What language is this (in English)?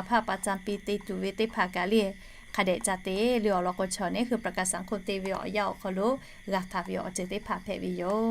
Lahu